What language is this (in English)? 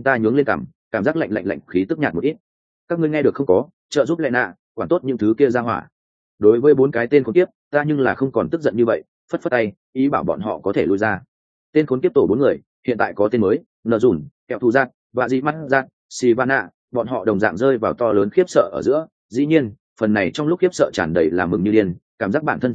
Vietnamese